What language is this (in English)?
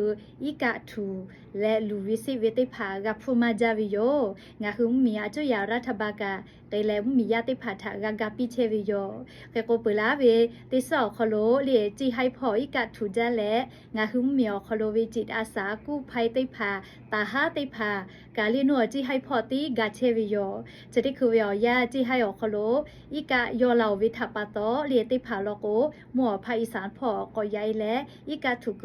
Lahu